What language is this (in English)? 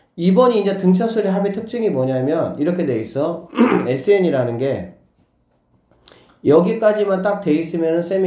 Korean